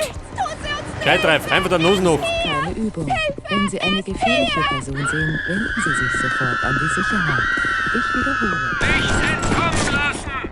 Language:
Bavarian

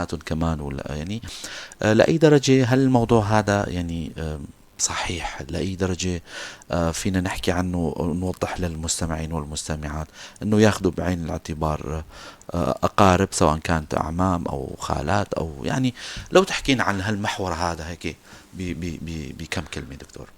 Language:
North Levantine Arabic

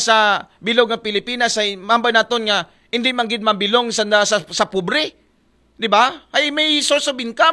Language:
Aklanon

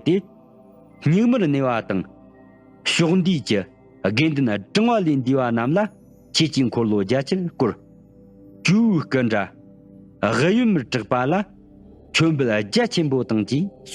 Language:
Tibetan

